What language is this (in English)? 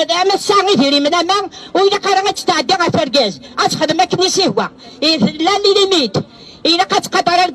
Kabyle